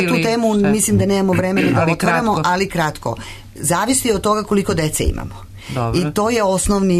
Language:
Serbian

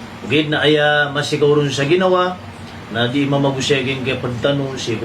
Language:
Maranao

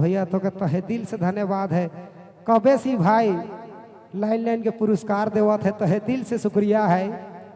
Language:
Sadri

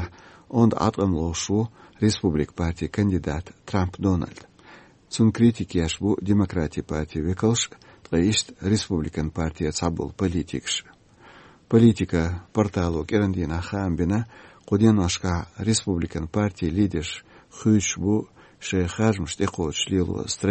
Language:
Chechen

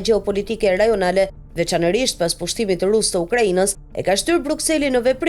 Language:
Albanian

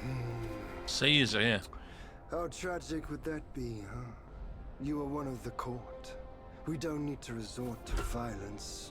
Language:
Welsh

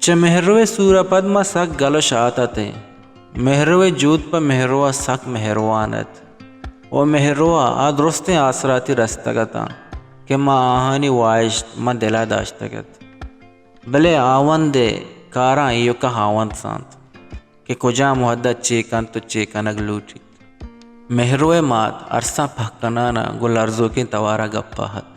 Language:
Baluchi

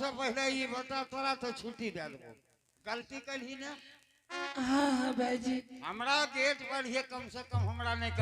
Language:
Angika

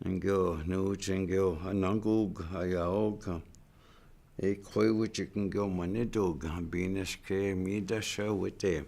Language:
Chippewa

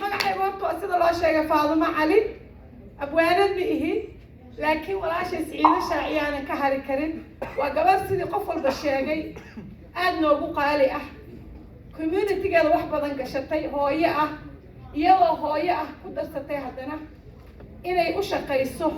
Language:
Somali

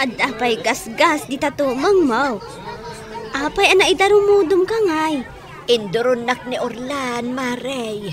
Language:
Iloko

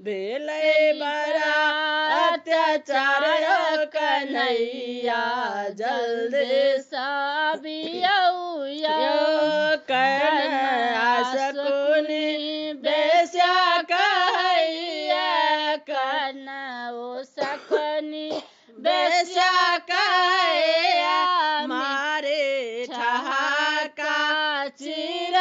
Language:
Maithili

